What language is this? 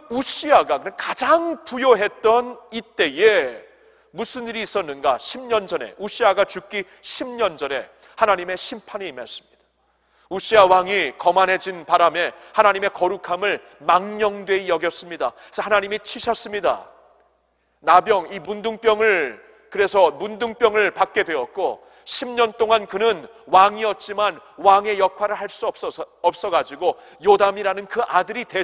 Korean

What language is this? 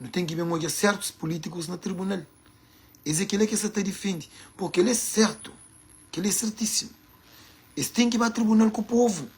Kabuverdianu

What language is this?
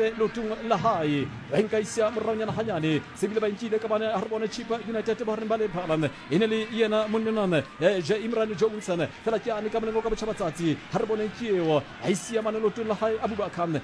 Southern Sotho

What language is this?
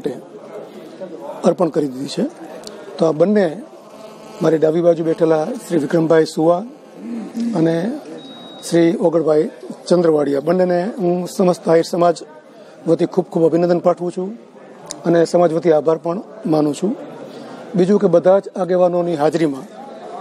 Gujarati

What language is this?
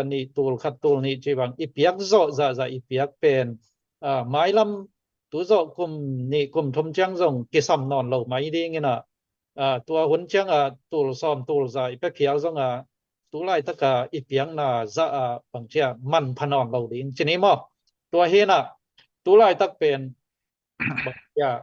Tedim Chin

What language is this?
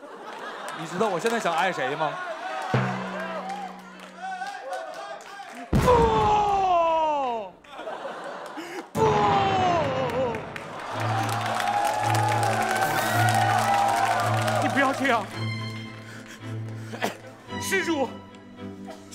Chinese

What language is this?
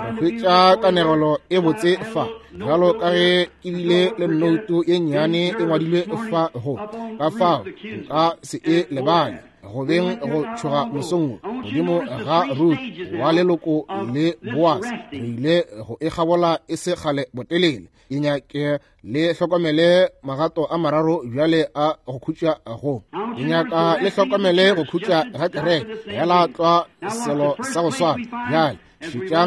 Northern Sotho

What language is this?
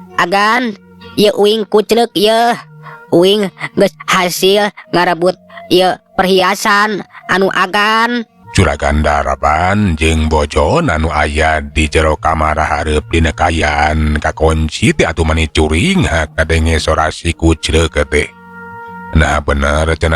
Sundanese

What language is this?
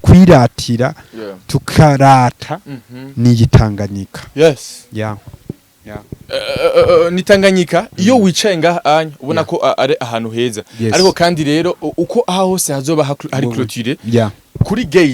Rundi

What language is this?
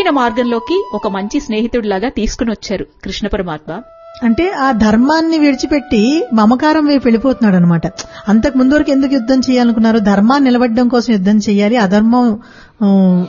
Telugu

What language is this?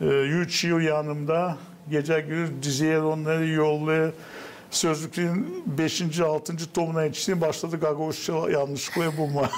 Gagauz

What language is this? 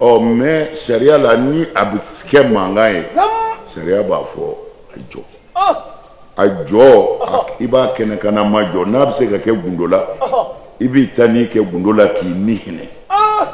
Bambara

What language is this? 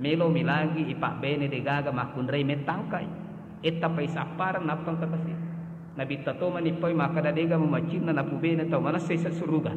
Buginese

